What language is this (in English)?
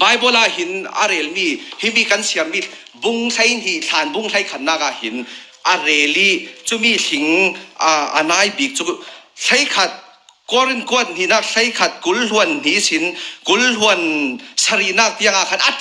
Falam Chin